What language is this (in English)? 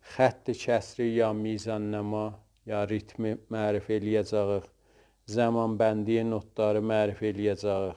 South Azerbaijani